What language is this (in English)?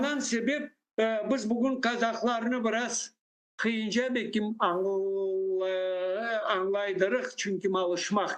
Crimean Tatar